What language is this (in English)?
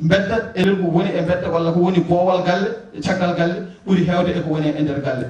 Fula